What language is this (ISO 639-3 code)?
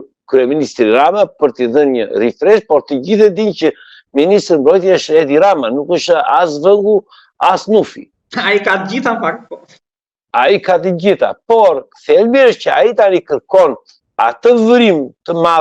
sqi